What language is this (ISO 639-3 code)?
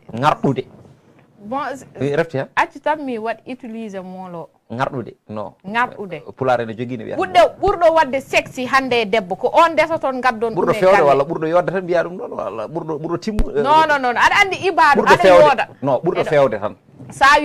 ful